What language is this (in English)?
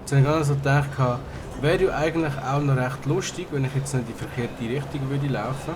Swiss German